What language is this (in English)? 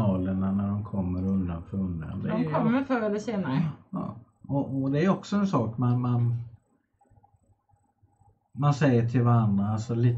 Swedish